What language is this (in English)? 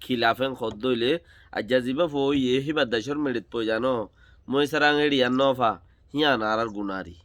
Rohingya